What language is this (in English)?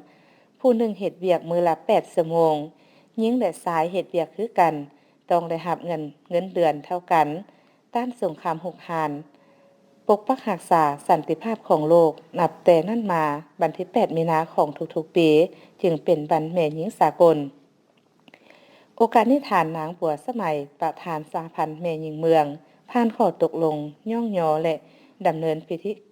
Lao